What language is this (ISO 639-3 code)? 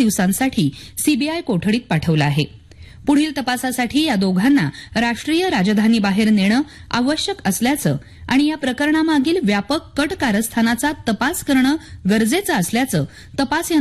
mar